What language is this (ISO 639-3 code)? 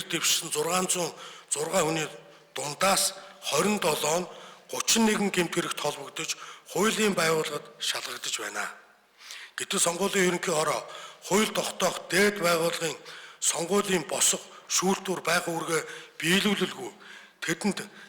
mon